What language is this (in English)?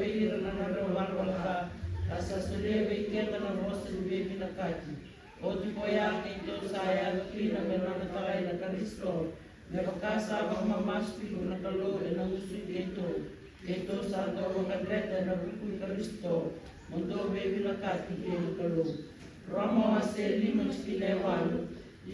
Fijian